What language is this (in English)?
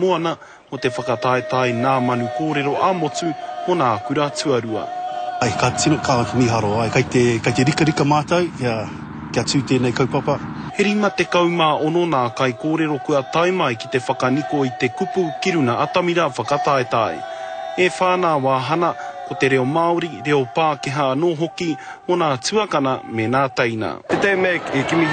Māori